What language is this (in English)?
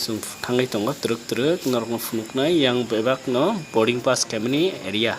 Kok Borok